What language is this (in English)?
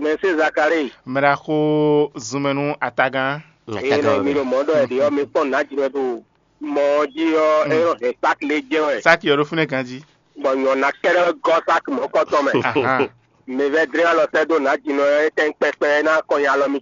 Fon